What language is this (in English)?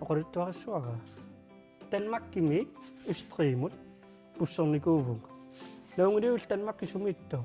Kalaallisut